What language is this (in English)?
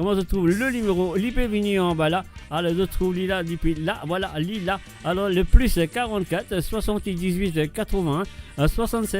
Morisyen